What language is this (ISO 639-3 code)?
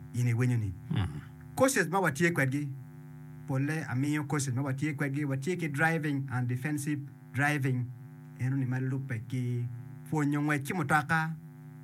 ach